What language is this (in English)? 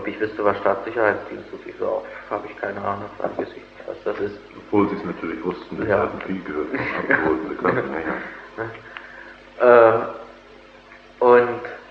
German